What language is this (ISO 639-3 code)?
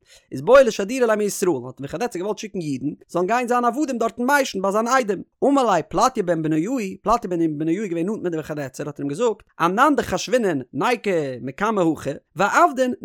yid